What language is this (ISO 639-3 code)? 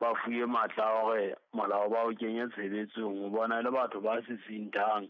sot